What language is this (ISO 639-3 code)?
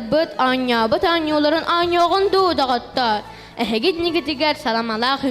sah